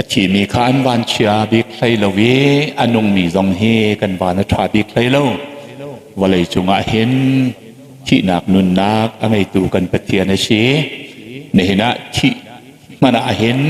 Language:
Hakha Chin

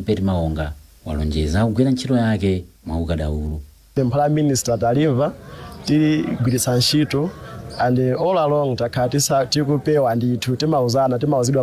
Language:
Nyanja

